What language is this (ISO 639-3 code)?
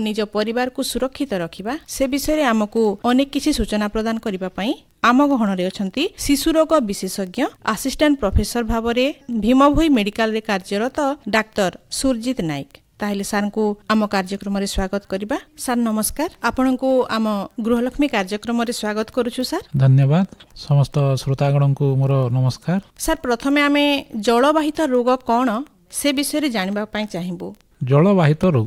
ori